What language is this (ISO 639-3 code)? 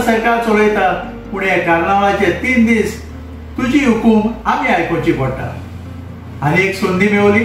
kok